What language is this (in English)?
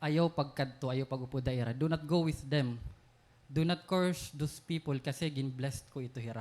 Waray